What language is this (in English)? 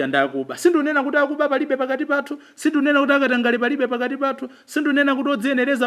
Nyanja